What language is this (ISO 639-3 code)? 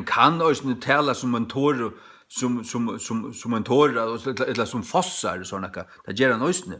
fao